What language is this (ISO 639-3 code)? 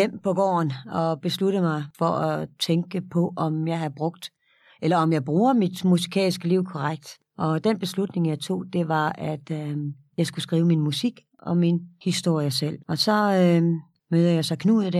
dan